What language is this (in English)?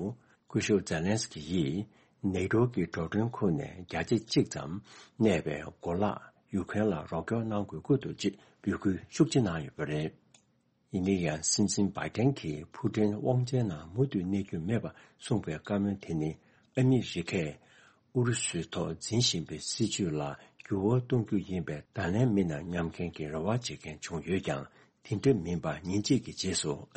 Tibetan